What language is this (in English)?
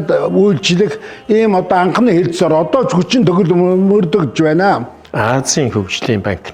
Mongolian